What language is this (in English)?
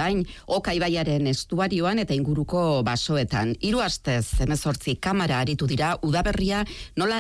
Basque